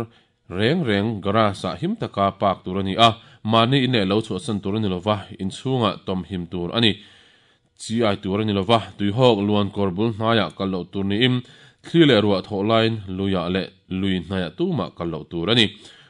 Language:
Mizo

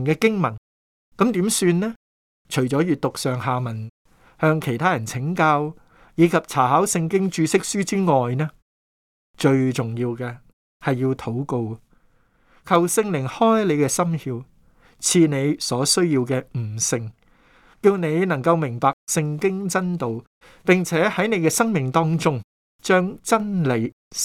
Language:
Cantonese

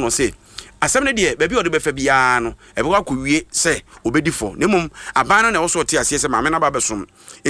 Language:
Akan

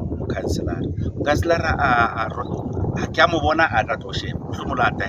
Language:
Southern Sotho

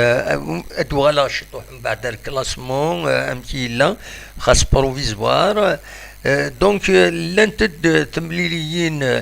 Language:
Kabyle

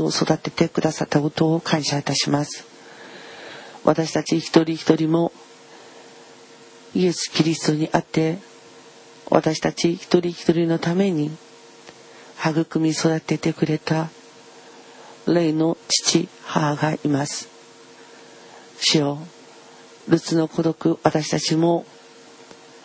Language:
Japanese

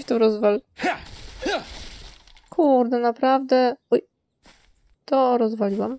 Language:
Polish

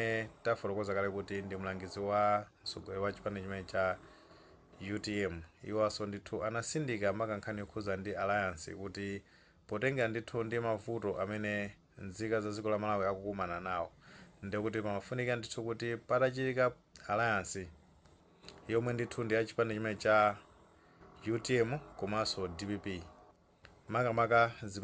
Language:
Nyanja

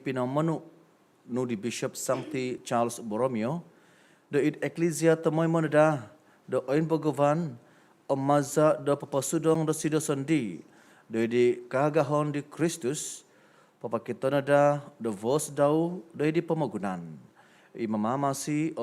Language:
Central Dusun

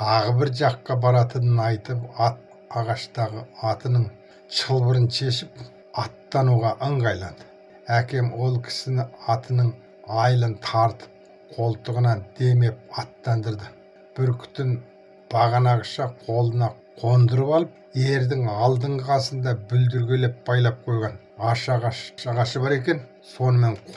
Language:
Kazakh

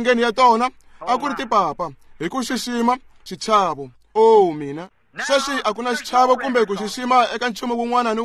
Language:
Tsonga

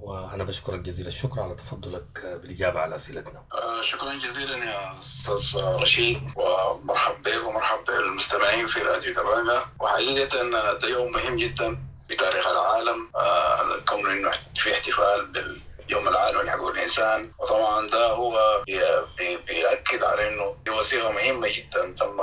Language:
Sudanese Arabic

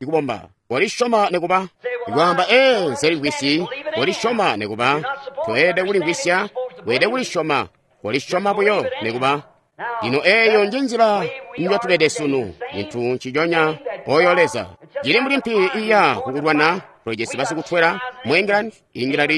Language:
Tonga (Zambia)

